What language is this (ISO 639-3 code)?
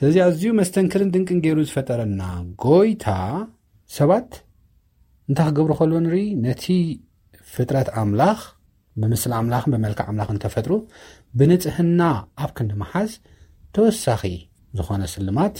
tir